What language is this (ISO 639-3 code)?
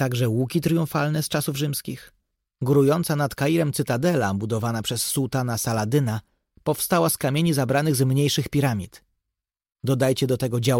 pol